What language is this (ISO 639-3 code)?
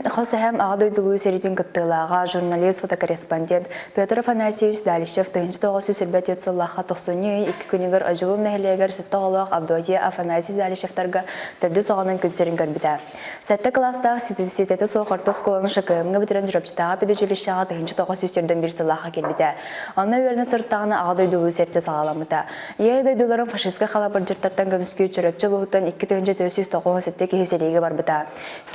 sah